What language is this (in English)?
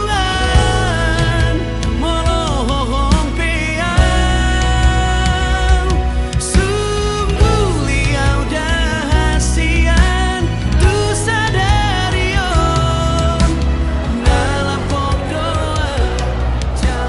Batak Toba